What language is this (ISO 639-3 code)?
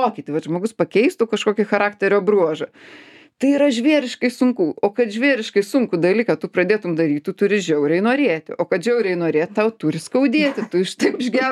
lit